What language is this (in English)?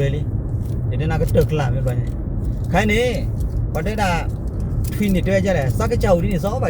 S'gaw Karen